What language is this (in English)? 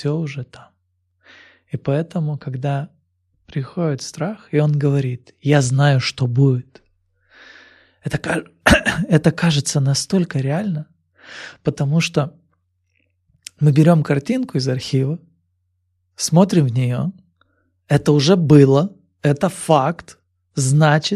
Russian